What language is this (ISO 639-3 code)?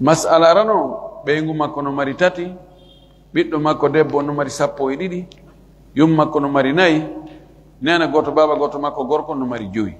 ful